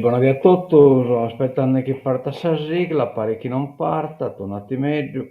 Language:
Sardinian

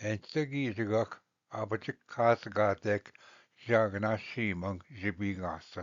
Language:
Ojibwa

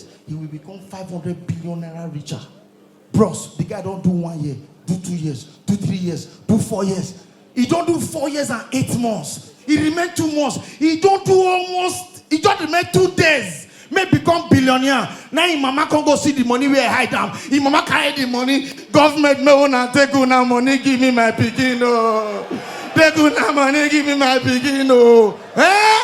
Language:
Nigerian Pidgin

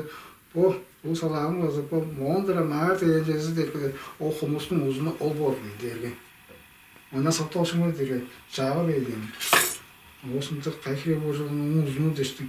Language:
Tuvinian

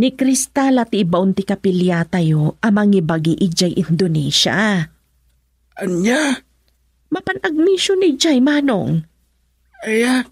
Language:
Iloko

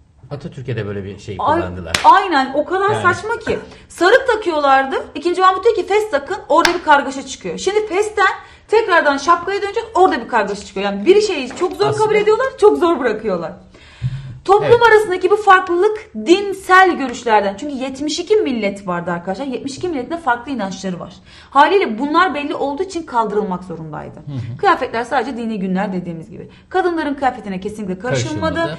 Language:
Turkish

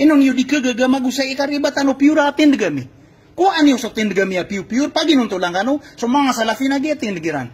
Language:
Maranao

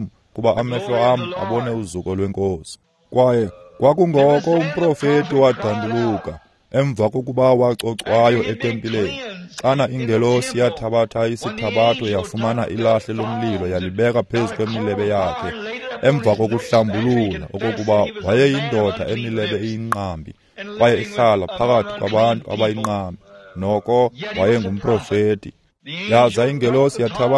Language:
Xhosa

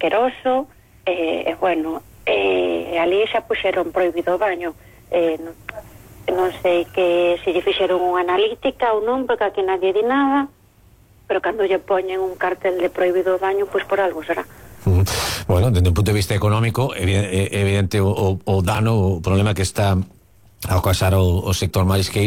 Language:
Galician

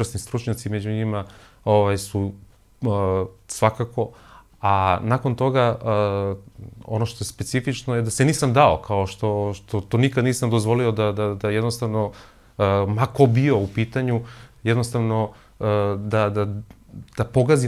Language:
Serbian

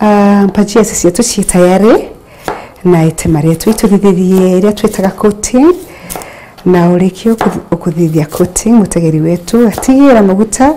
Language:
Meru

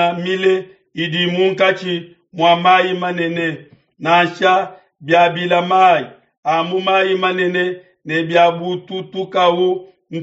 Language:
Luba-Lulua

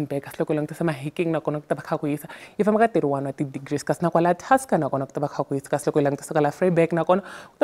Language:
Tsonga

